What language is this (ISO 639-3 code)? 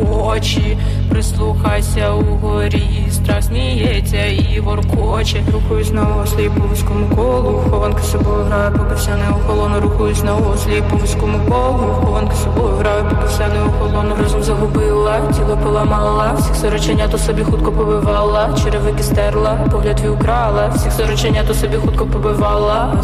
ukr